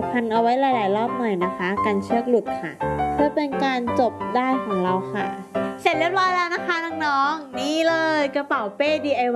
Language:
Thai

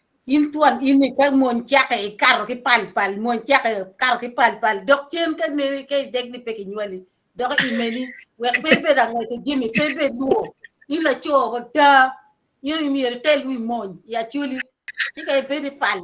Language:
Acoli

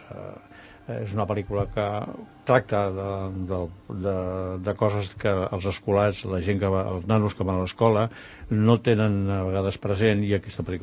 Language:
Catalan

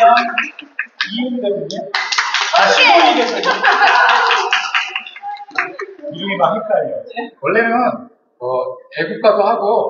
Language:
Korean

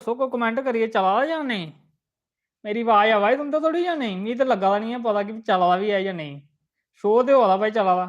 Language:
Dogri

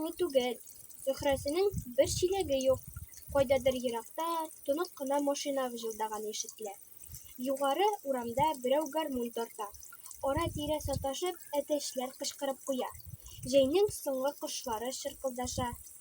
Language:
Tatar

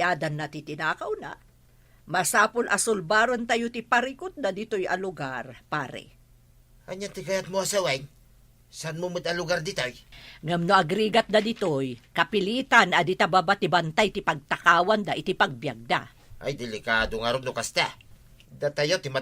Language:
Iloko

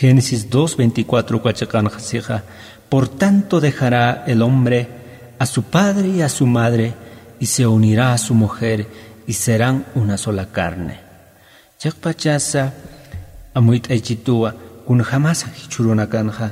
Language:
Aymara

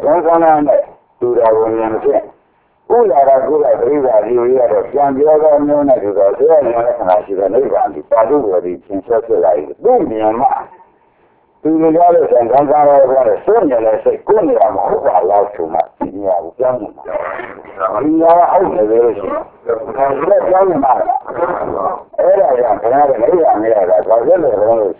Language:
Burmese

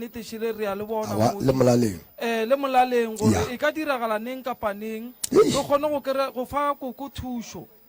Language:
Northern Sotho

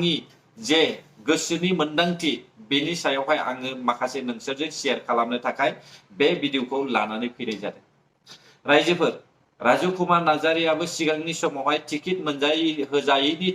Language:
Bodo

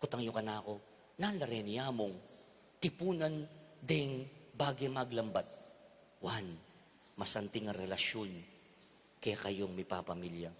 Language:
Pampanga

